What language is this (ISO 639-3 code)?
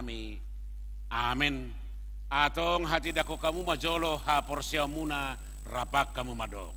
bbc